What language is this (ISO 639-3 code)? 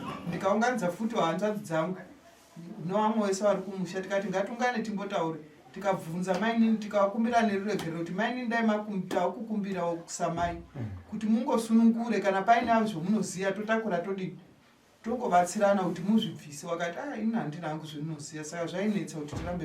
sna